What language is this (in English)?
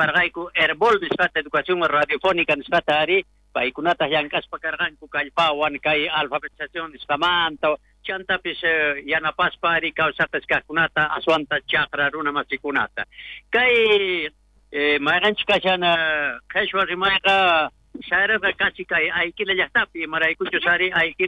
South Bolivian Quechua